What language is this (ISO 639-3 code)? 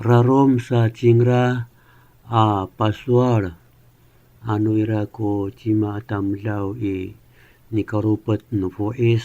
ami